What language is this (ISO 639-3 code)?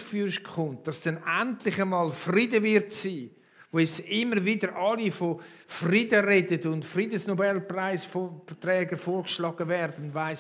gsw